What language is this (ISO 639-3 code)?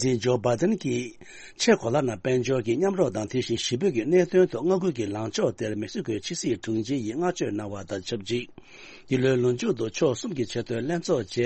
bod